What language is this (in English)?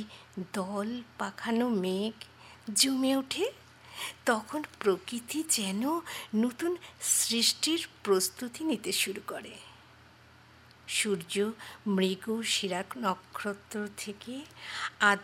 Bangla